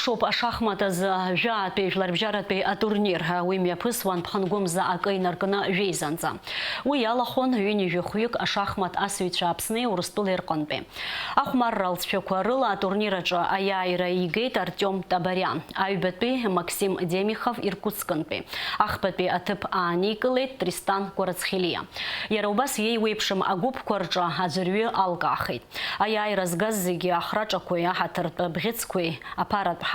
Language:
Abkhazian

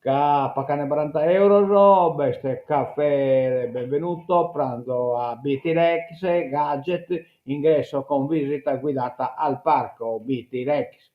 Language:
Sardinian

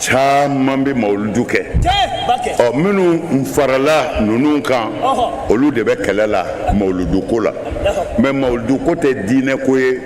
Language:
Bambara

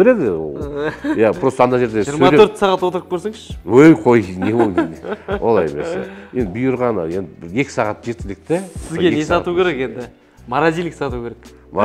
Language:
Kazakh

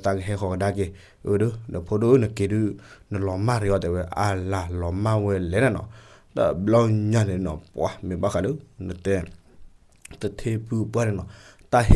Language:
S'gaw Karen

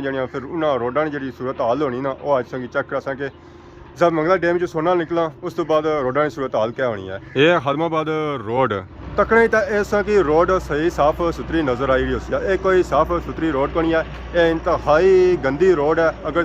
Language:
Pahari-Potwari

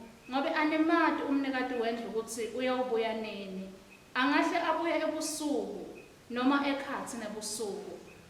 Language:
Swati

